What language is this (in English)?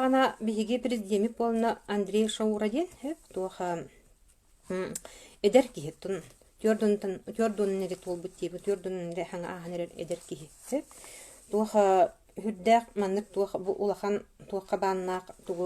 Yakut